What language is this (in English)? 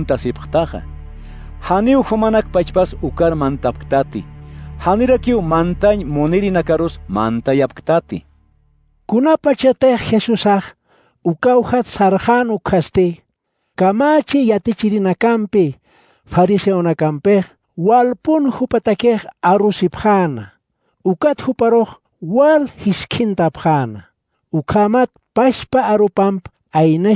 Aymara